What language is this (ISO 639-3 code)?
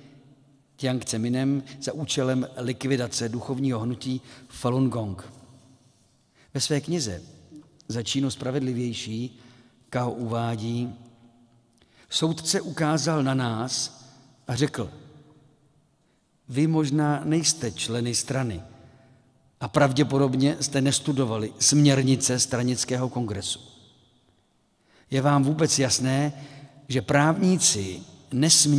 ces